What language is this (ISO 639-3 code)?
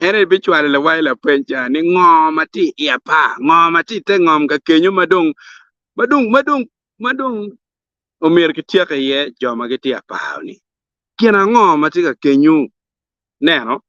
ach